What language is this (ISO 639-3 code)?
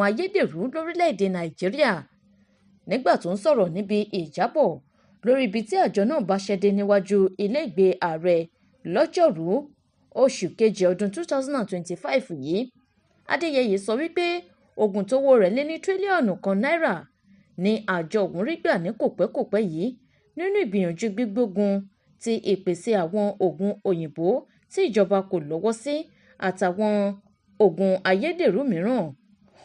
yor